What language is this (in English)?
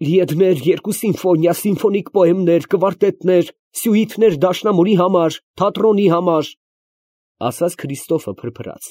Armenian